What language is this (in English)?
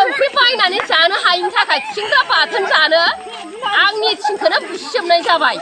Bodo